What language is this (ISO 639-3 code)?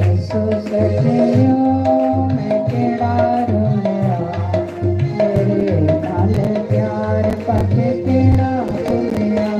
doi